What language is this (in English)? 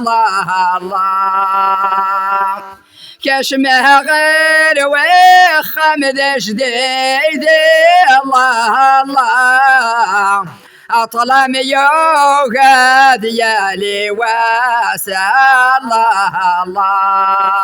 Kabyle